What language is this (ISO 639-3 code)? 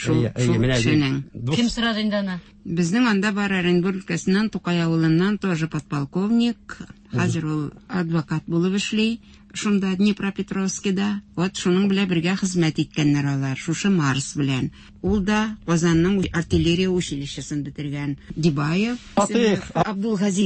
tat